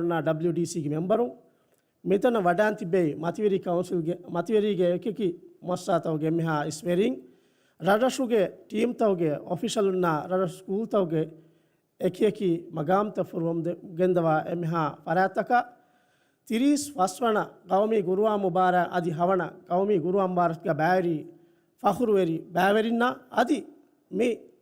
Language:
Divehi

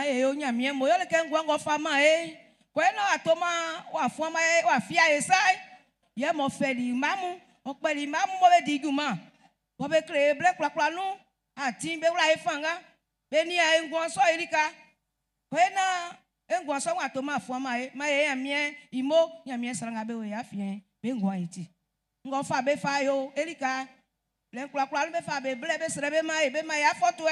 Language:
Baoulé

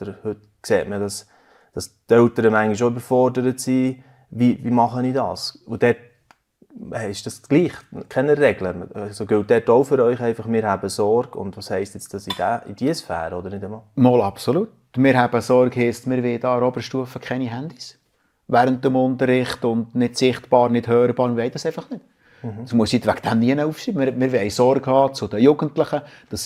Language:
Swiss German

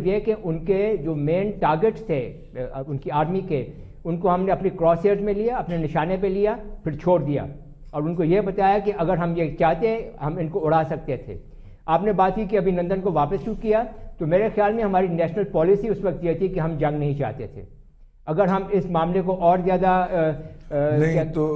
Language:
Urdu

